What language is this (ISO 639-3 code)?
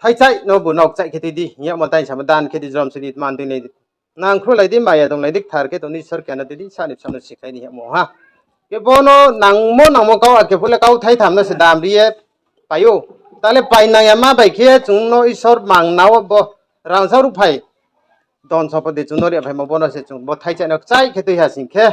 ria